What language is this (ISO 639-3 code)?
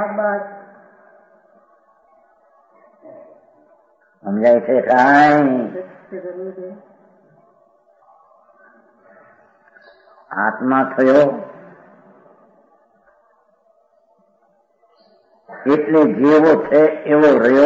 guj